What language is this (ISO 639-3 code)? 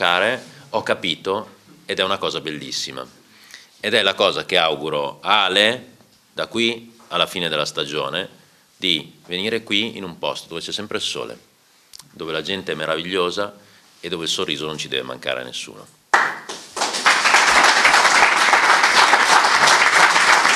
ita